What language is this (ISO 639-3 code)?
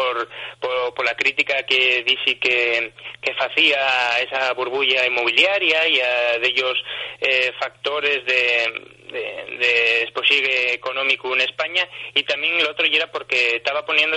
ast